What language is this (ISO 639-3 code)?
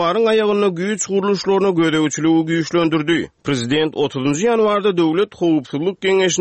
tuk